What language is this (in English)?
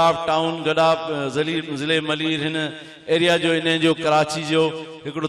Sindhi